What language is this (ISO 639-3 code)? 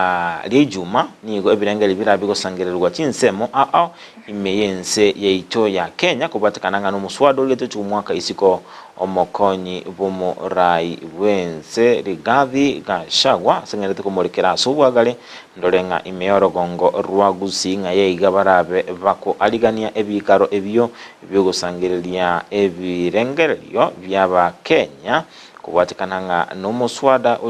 guz